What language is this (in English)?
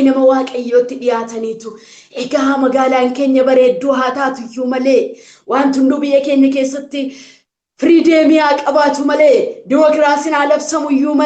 Oromo